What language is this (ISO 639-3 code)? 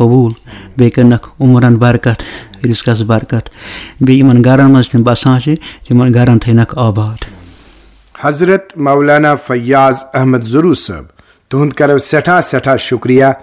kas